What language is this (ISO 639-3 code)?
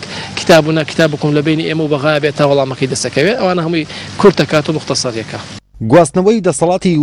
ckb